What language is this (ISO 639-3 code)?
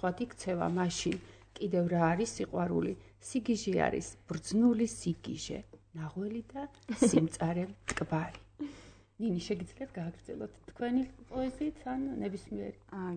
kat